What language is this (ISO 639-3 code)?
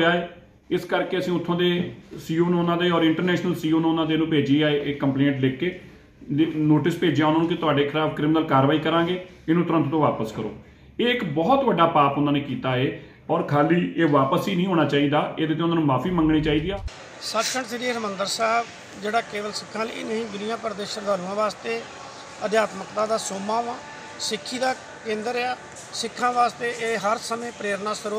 pan